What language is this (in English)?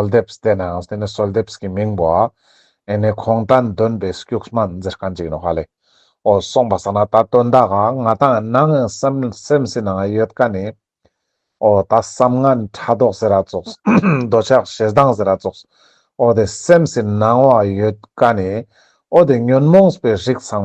Ladakhi